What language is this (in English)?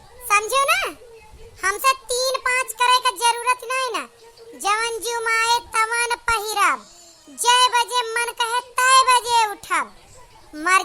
Awadhi